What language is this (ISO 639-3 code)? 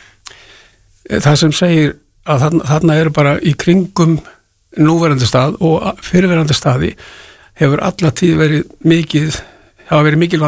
isl